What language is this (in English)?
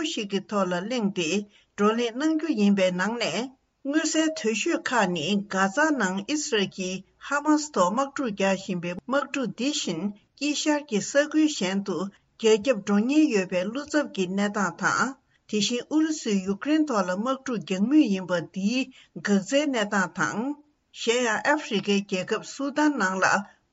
Tibetan